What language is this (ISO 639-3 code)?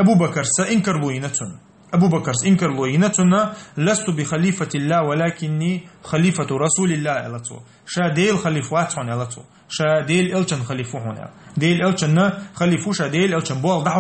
che